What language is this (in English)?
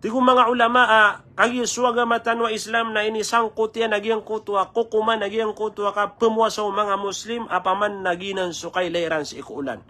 Maranao